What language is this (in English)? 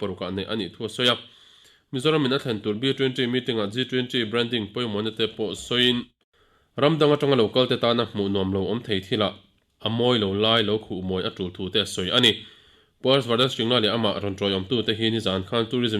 Mizo